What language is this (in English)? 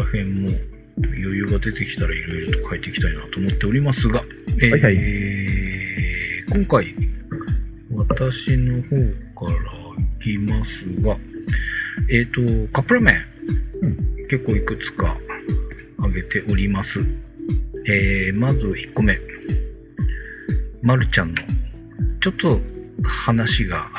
Japanese